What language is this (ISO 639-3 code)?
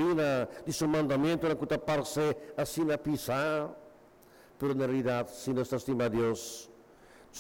pap